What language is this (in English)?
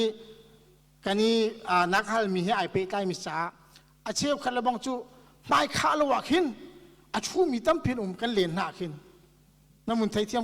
Hakha Chin